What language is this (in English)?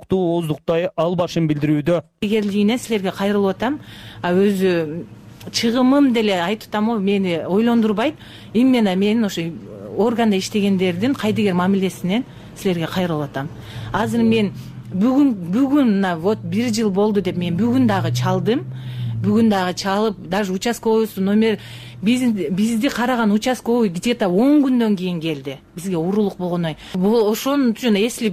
Kyrgyz